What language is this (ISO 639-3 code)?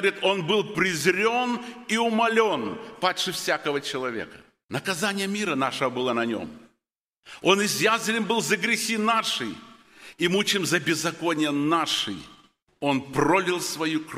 rus